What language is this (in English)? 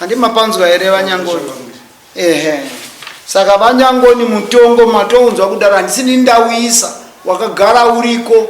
Shona